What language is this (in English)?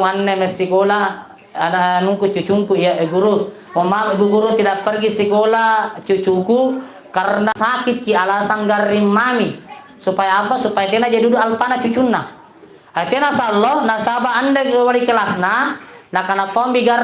Makasar